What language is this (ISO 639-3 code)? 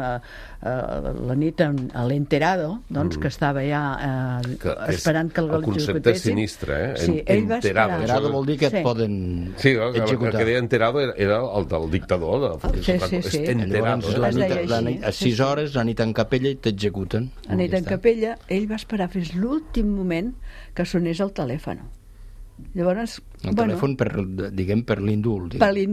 cat